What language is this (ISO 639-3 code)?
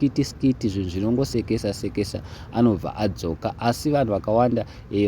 sna